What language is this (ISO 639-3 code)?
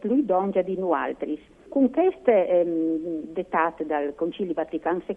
fur